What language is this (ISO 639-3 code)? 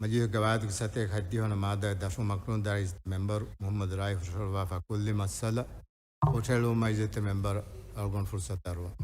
div